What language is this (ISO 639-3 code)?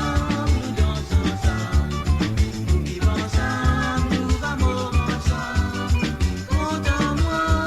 mfe